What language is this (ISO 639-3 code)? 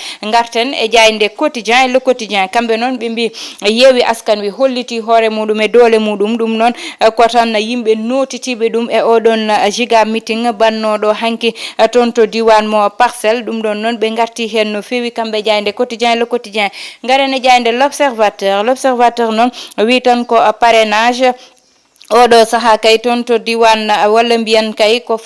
ful